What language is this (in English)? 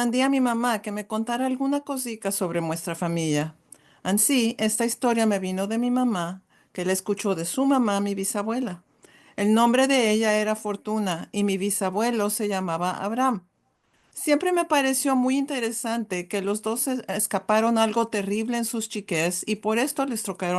Ladino